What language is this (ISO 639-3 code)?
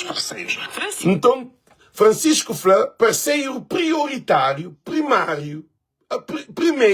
kea